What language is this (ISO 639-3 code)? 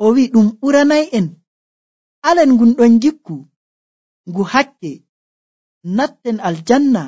fuv